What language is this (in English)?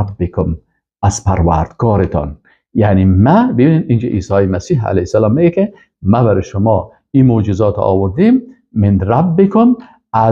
Persian